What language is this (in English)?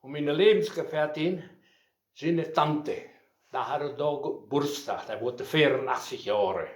Westphalien